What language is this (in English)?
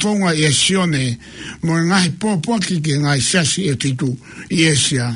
Tongan